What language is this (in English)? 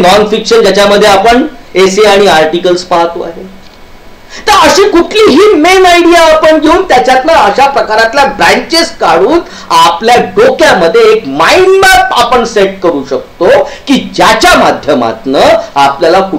Marathi